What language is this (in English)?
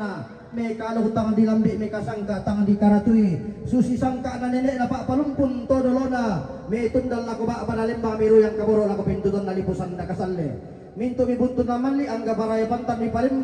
Toraja-Sa'dan